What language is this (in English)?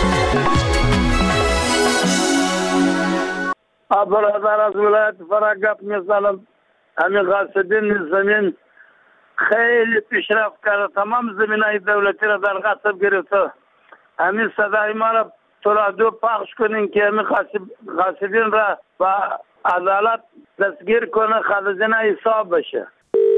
Persian